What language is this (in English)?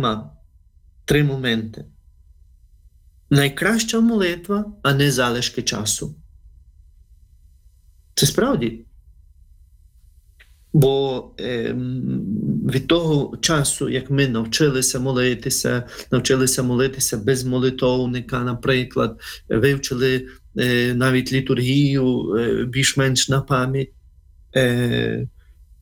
Ukrainian